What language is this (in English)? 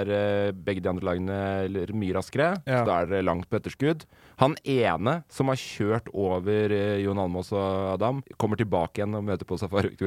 Norwegian